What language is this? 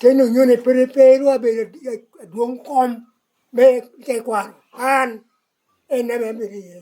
Lango (Uganda)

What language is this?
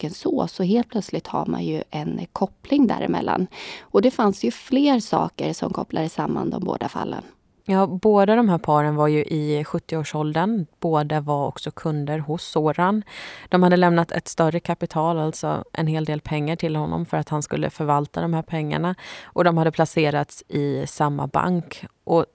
Swedish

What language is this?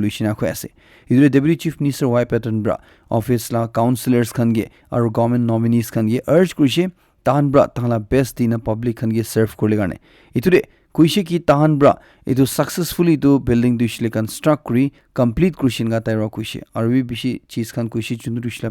Naga Pidgin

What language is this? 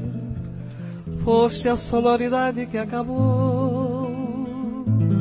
Portuguese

